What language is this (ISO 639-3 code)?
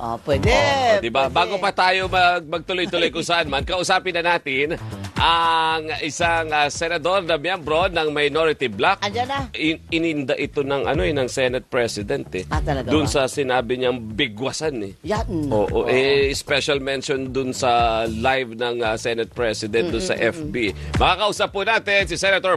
fil